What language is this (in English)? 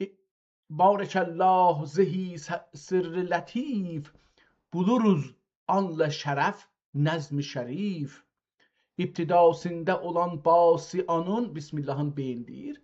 South Azerbaijani